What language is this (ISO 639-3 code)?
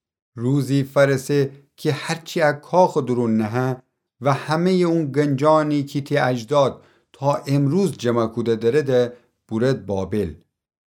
glk